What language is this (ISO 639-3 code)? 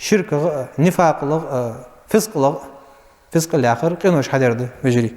inh